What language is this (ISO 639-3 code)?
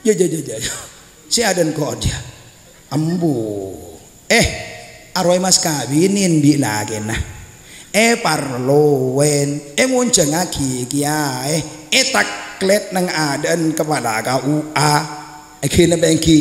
mad